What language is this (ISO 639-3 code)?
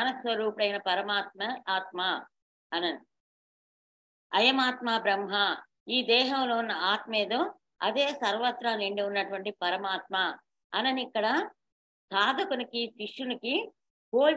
tel